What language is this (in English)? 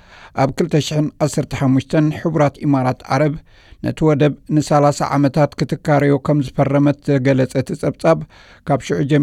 Tigrinya